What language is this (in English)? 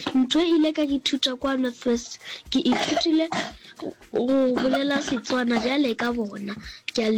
Northern Sotho